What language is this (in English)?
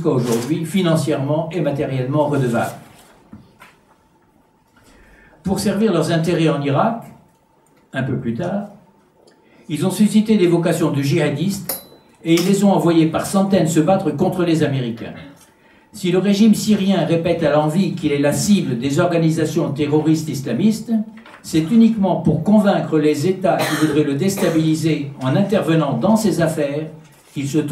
French